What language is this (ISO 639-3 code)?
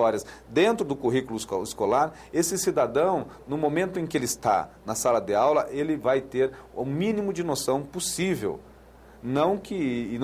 por